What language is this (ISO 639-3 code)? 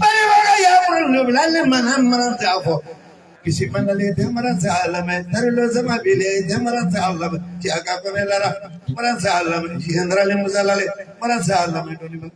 bam